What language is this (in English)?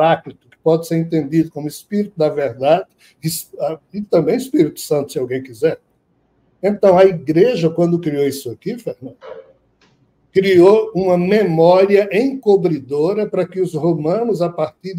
Portuguese